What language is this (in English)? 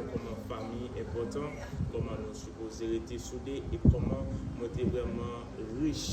Haitian Creole